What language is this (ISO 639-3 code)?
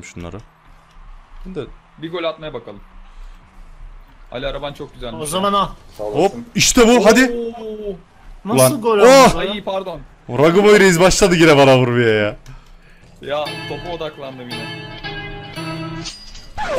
tur